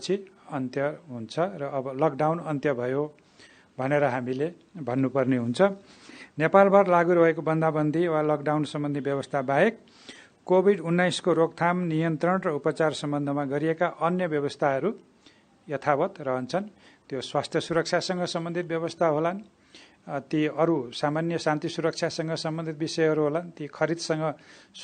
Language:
Newari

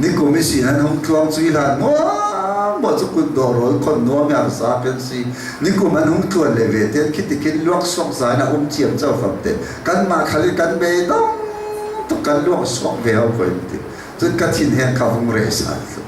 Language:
Hakha Chin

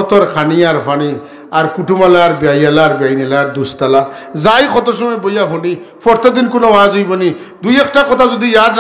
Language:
Sylheti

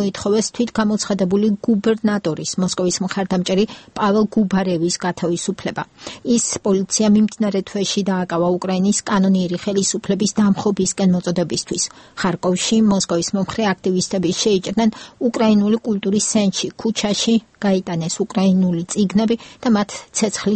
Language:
Georgian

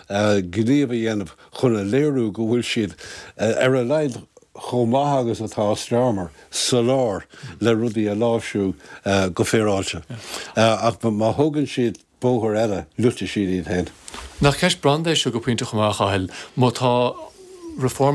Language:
Irish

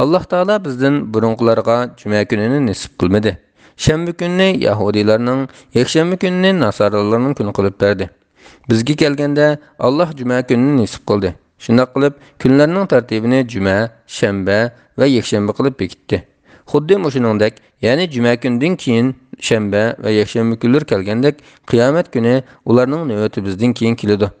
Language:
Uyghur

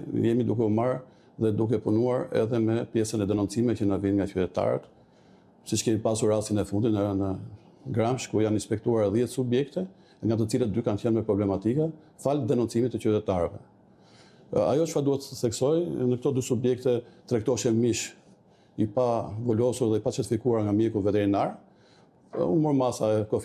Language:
Albanian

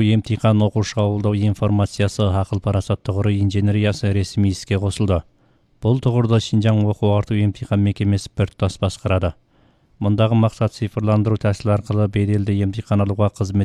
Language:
Kazakh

